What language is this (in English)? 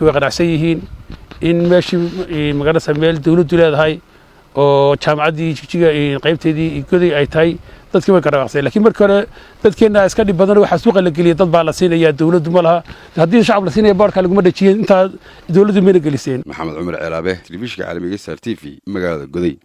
Somali